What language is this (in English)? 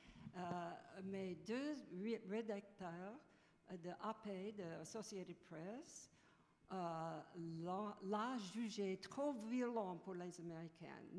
French